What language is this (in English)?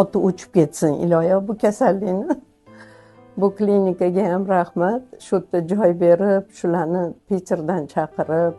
Uzbek